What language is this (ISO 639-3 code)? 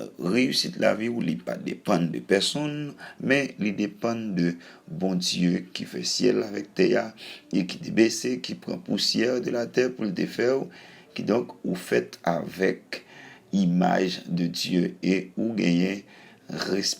hat